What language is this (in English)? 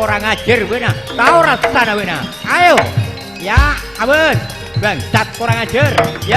Madurese